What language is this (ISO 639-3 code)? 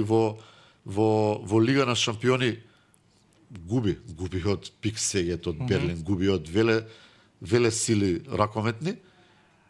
mkd